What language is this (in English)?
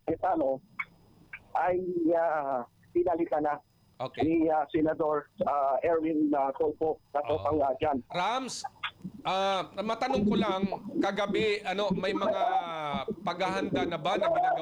Filipino